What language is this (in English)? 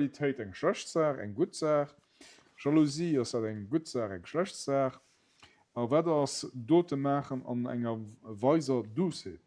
Luxembourgish